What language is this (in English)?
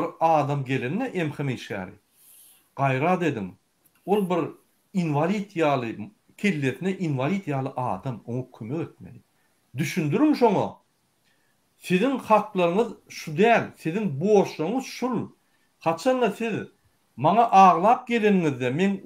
Turkmen